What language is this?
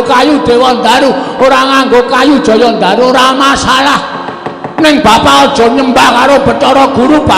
Javanese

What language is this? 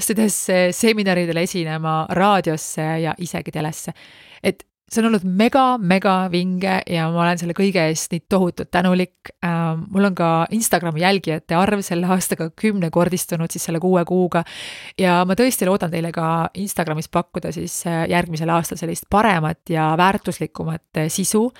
Estonian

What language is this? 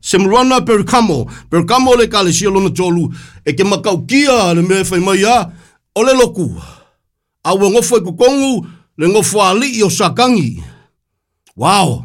Samoan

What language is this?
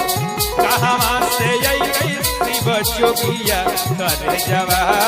Magahi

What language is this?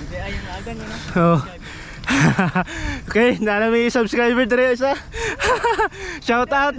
Cebuano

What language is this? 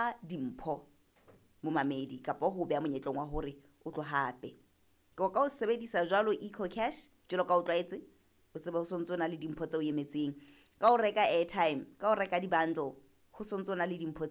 Southern Sotho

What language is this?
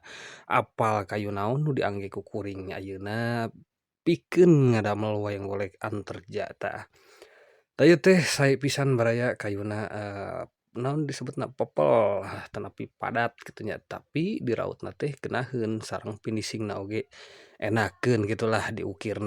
Sundanese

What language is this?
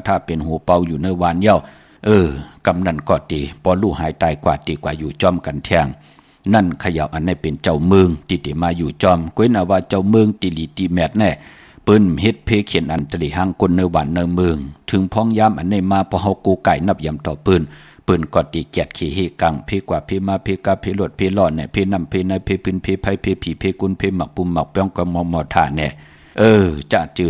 Shan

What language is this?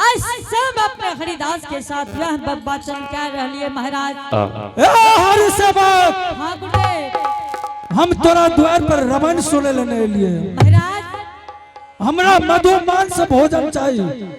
Angika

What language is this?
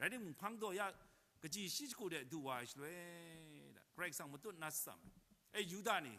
Kachin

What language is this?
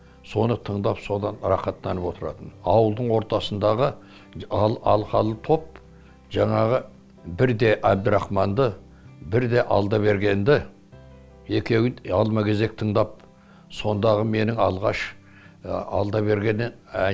Kazakh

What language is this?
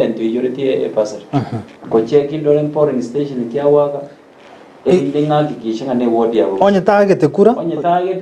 Gusii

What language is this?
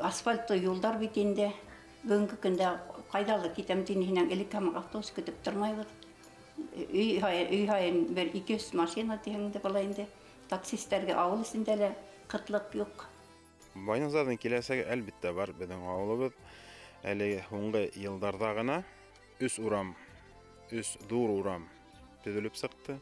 Bashkir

